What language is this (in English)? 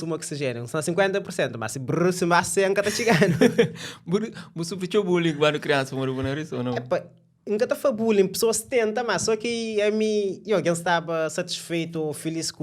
Kabuverdianu